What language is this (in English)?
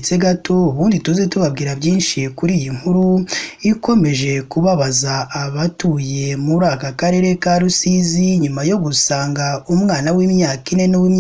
Kinyarwanda